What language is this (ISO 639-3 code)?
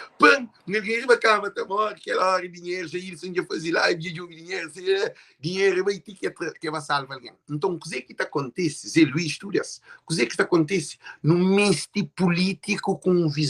kea